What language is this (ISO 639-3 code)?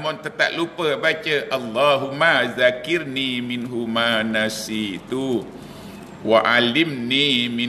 msa